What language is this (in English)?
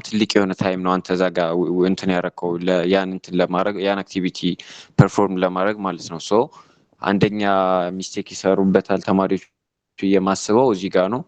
Amharic